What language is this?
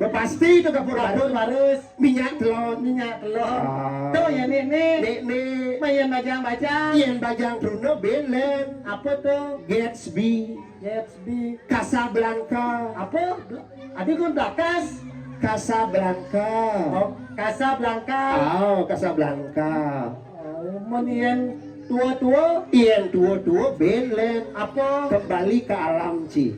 Balinese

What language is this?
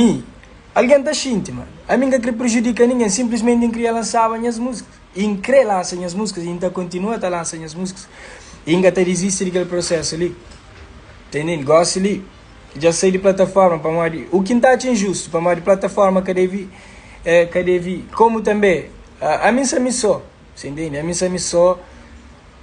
Kabuverdianu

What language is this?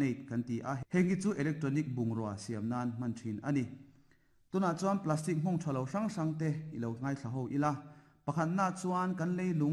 Mizo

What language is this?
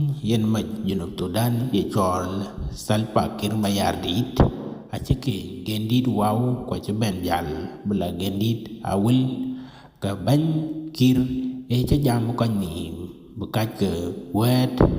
Dinka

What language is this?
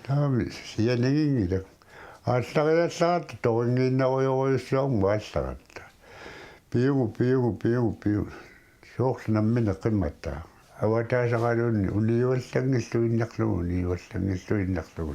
Kalaallisut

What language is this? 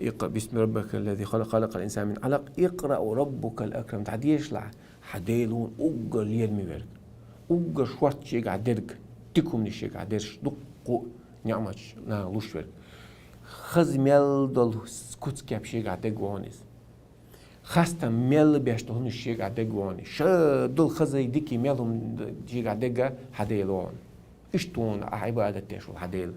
Chechen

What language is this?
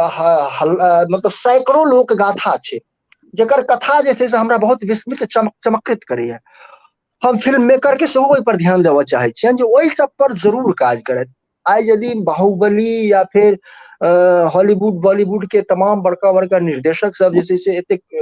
Maithili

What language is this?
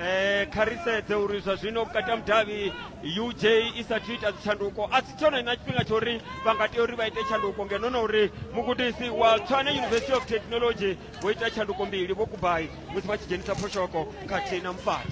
Venda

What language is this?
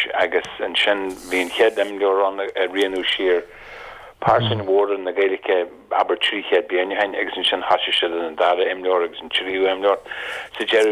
Irish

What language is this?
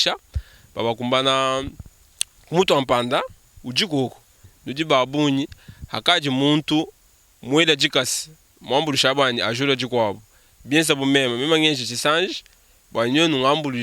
Luba-Lulua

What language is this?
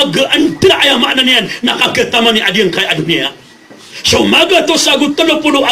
Maranao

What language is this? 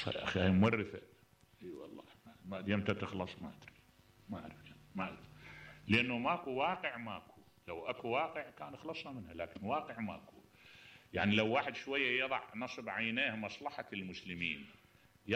Mesopotamian Arabic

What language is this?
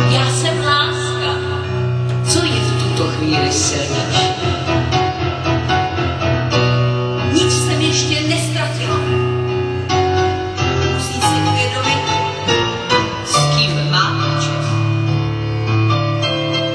Czech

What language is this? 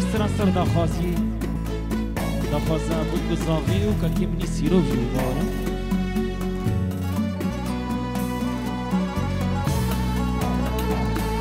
Kurdish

